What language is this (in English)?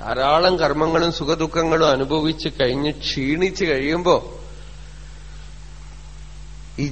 Malayalam